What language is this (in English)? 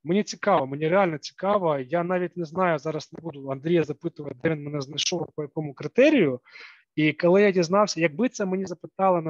Ukrainian